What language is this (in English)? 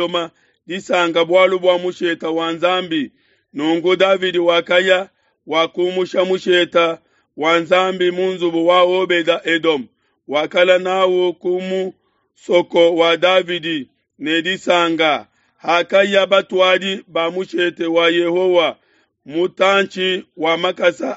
Luba-Lulua